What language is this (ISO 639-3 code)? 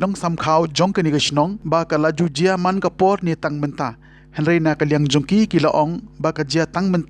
kha